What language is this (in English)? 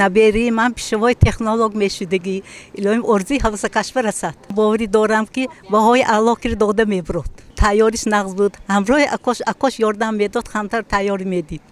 Tajik